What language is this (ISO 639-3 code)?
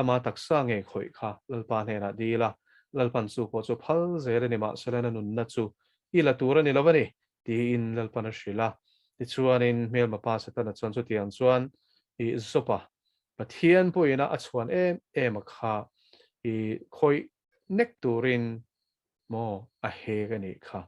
lus